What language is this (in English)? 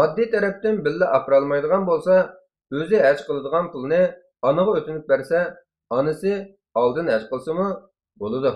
Uyghur